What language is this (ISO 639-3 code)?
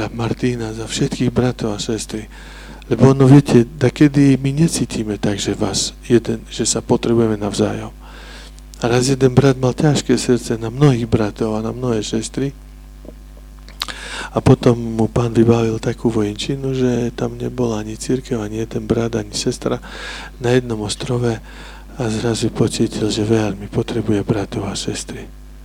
slk